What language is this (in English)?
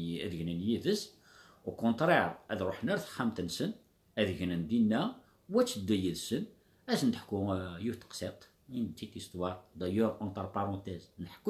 Kabyle